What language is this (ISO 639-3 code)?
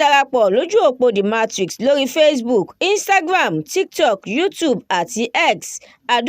yor